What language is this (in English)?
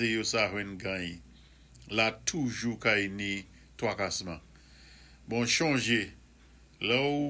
Saint Lucian Creole French